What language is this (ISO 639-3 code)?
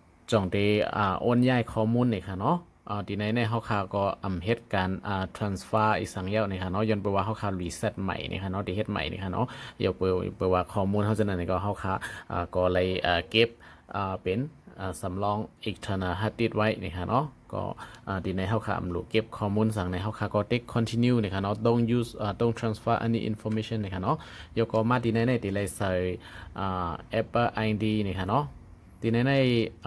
shn